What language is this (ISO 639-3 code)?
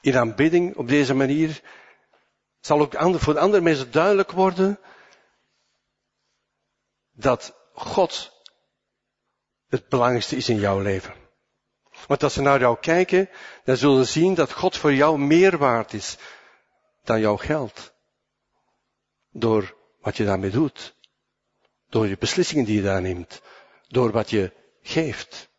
nld